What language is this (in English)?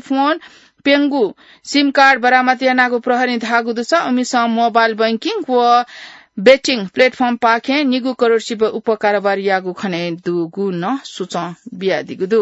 Newari